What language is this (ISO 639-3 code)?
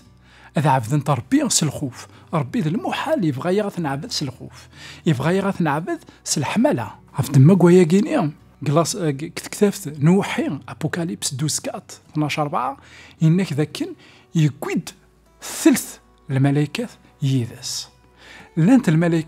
kab